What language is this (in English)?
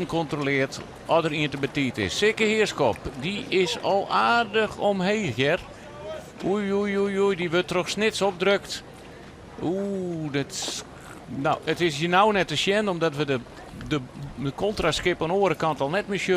Western Frisian